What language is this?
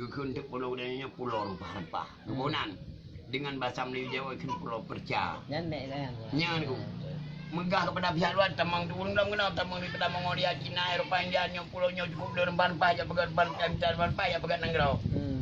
Achinese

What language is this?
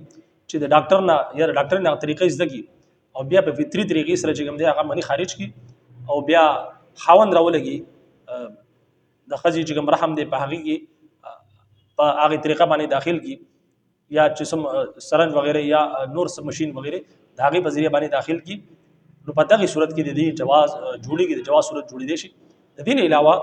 Pashto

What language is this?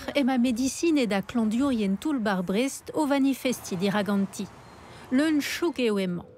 Breton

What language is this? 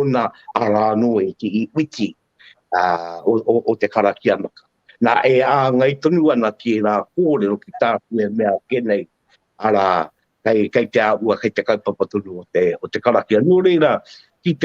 Māori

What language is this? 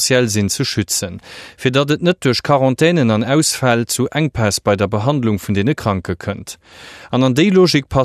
Luxembourgish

